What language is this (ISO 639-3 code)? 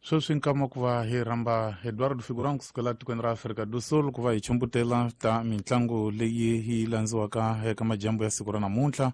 tso